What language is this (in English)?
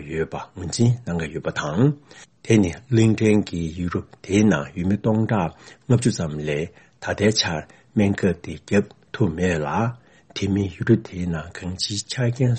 Tibetan